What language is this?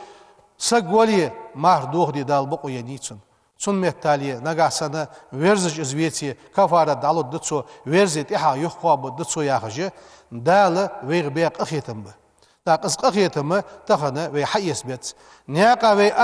Ingush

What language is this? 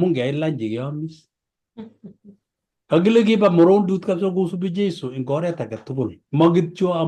Kalenjin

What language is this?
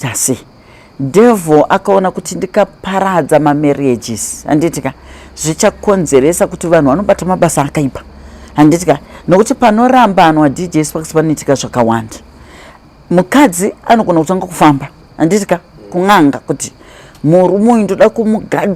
Shona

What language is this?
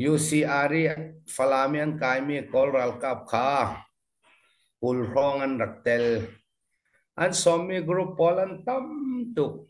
Falam Chin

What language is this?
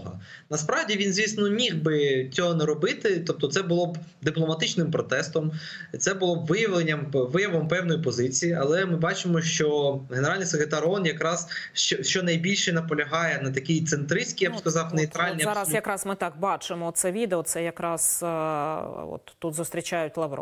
Ukrainian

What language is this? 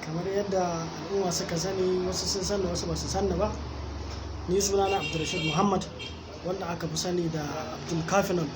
Hausa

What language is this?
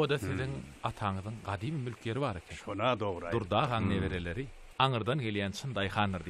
Turkmen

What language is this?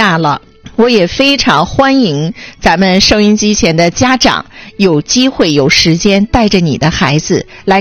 Chinese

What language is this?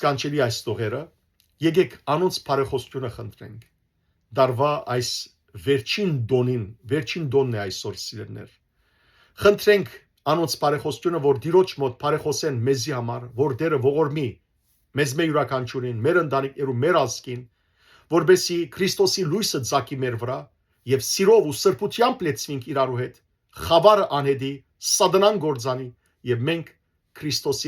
Western Armenian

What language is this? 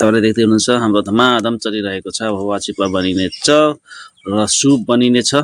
Nepali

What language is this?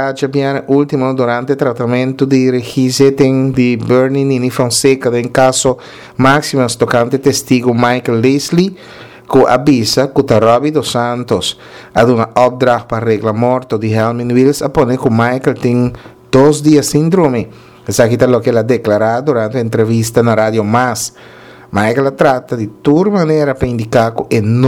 Papiamento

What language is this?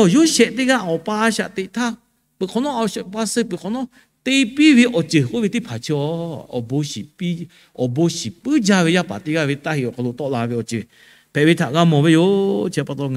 Lahu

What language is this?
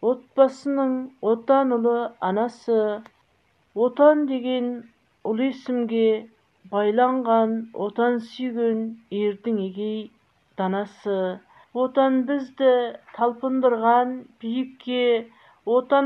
Kazakh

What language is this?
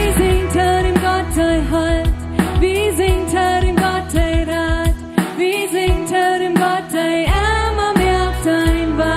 Plautdietsch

